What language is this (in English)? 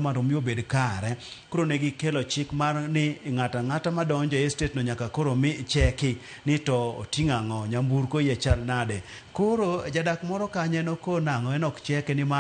Luo (Kenya and Tanzania)